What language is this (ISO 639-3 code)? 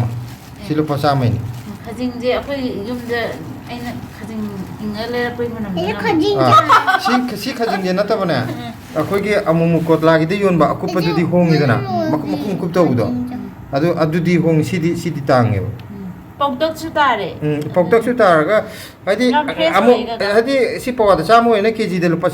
mni